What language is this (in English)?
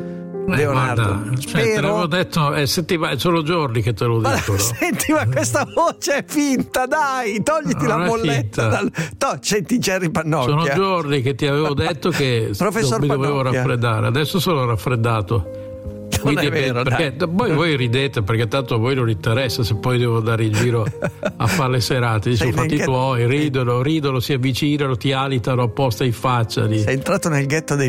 Italian